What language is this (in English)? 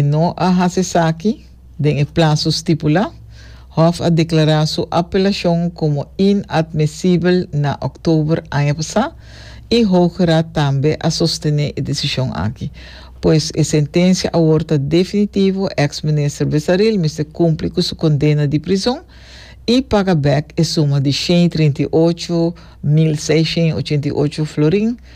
Papiamento